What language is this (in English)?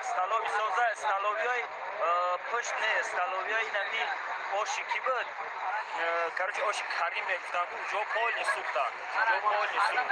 Tajik